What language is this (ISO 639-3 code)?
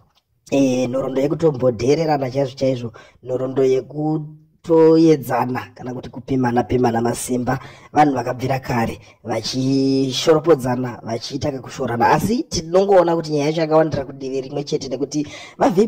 sna